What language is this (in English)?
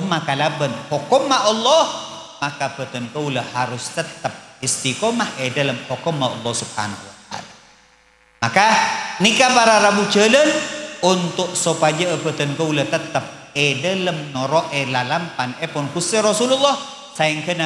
Madurese